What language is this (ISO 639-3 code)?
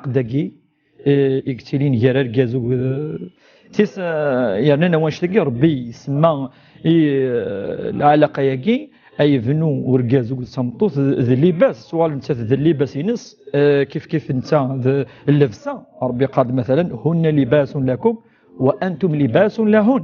kab